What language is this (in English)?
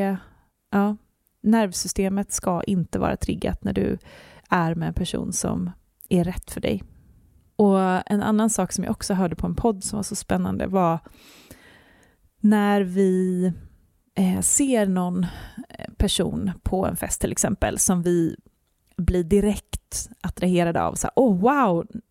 Swedish